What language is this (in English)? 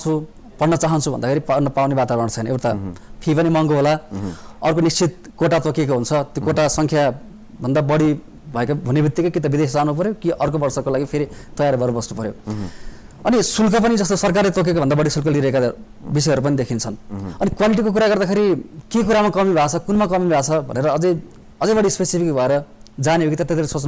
Nepali